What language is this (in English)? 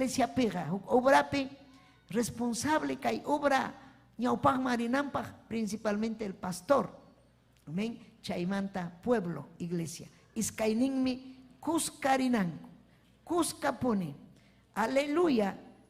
Ayacucho Quechua